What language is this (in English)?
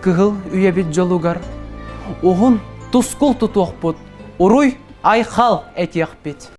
Yakut